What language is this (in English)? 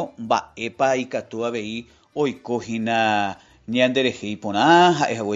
Guarani